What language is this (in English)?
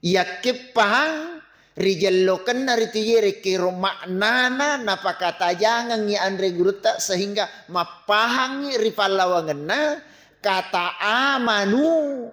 Buginese